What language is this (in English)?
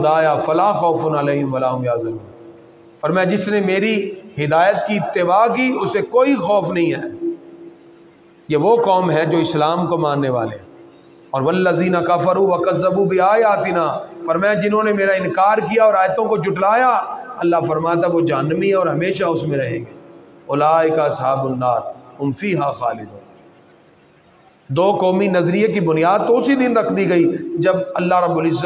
Urdu